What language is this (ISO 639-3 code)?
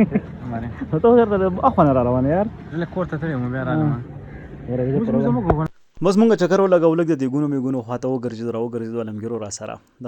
pus